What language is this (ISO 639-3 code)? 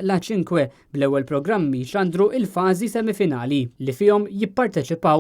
mlt